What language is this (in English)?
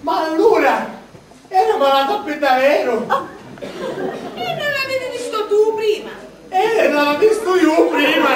Sicilian